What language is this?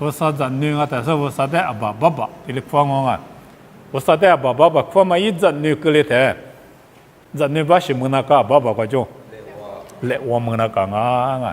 Lisu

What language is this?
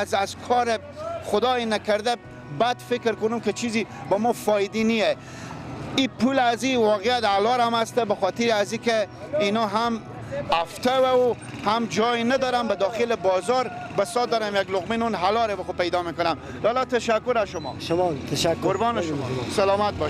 Persian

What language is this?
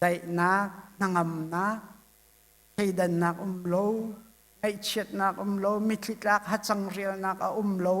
Hakha Chin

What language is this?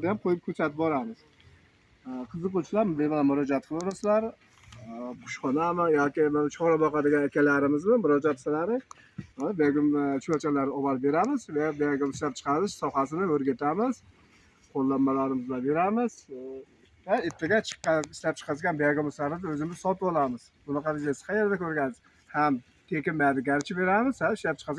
Uzbek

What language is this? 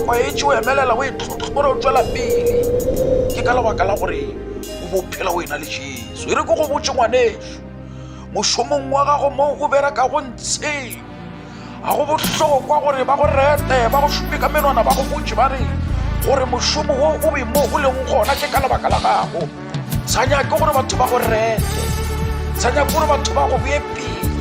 Northern Sotho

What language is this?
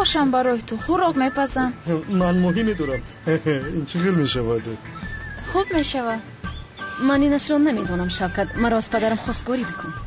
Tajik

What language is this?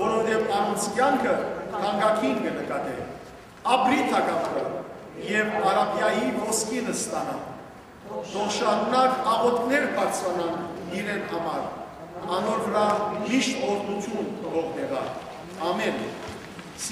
Western Armenian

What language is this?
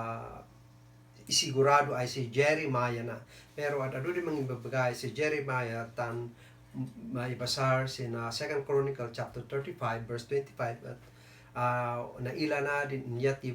Kankanaey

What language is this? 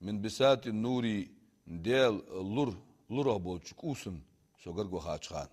Ingush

